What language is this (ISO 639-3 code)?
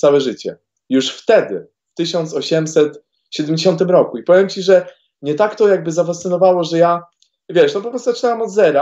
pol